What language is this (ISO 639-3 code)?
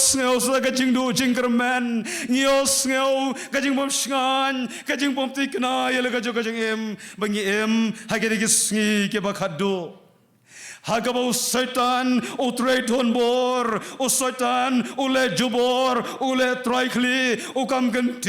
kha